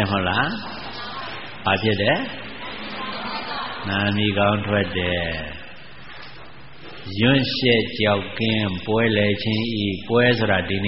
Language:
Burmese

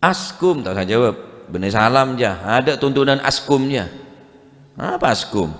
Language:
Madurese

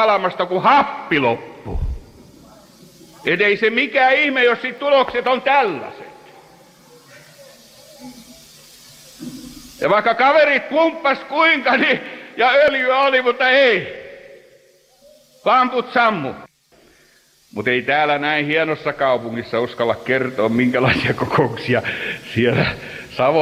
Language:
Finnish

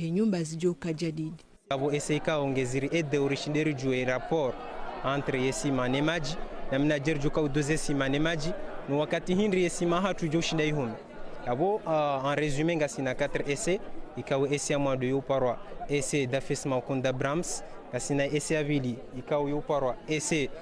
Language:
Ngazidja Comorian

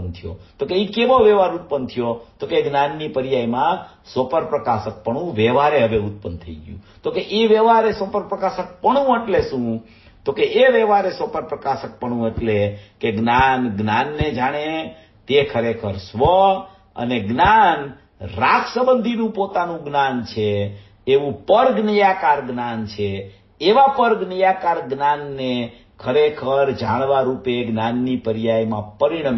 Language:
Gujarati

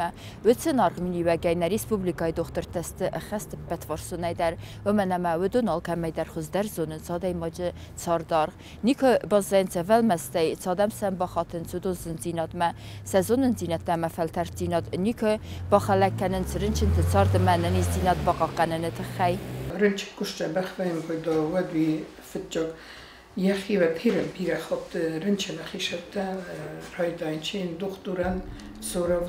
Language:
Ossetic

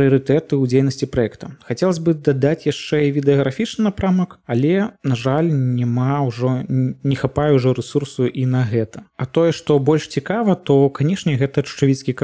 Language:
Belarusian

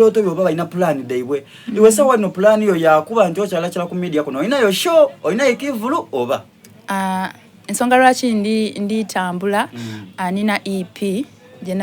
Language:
Soga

